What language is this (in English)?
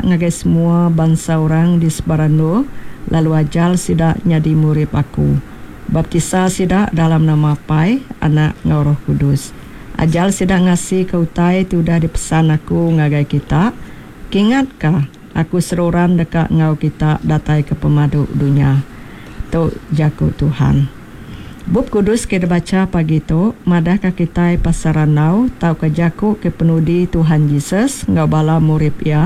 Iban